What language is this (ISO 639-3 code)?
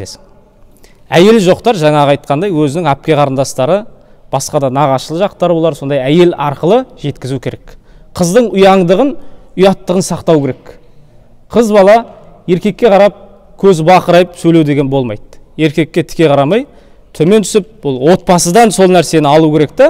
kaz